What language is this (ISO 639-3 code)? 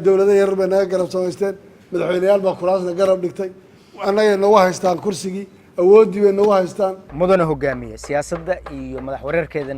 som